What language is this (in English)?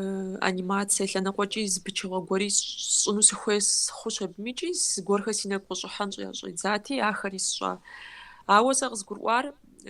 Kabardian